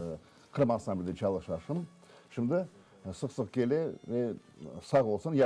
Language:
Crimean Tatar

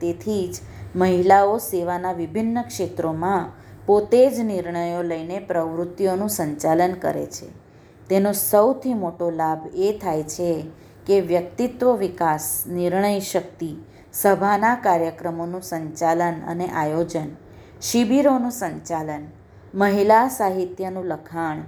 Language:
Gujarati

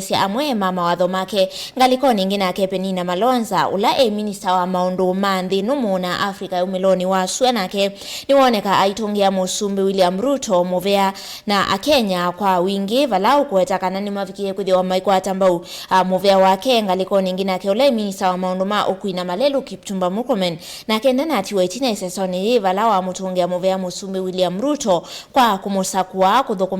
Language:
Kamba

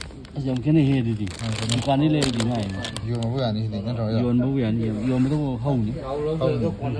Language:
Manipuri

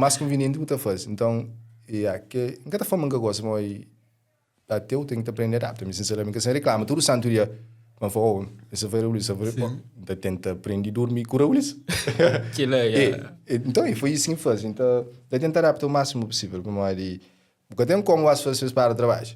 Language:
Kabuverdianu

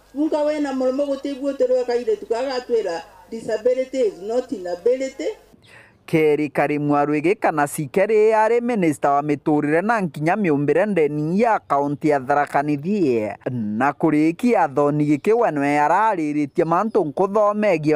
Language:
Meru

